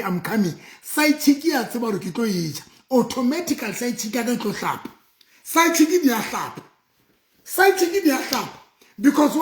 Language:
Southern Sotho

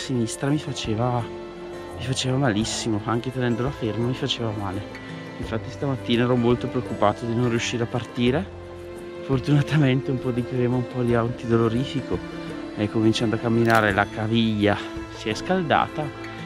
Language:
Italian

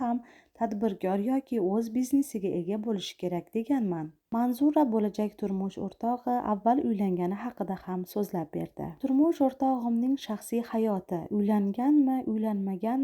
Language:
Uzbek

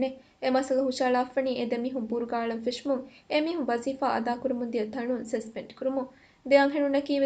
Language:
Divehi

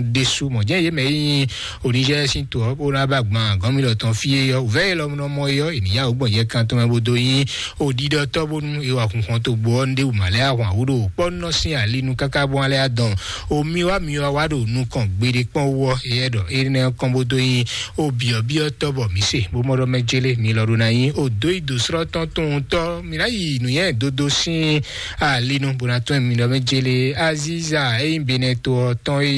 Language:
Fon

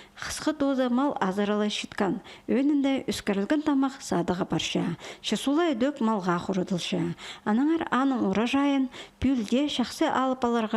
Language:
Khakas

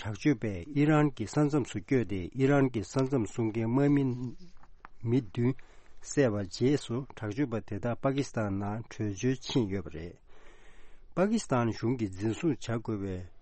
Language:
Tibetan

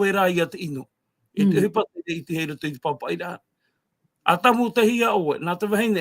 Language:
Tahitian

